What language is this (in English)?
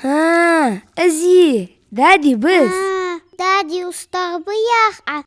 Ingush